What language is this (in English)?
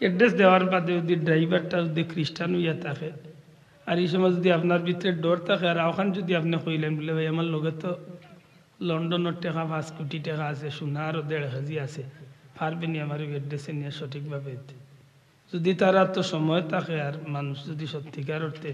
Sylheti